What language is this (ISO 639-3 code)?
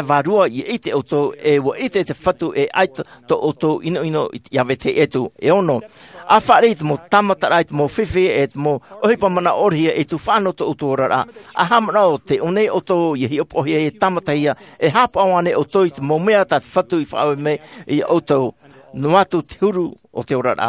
tah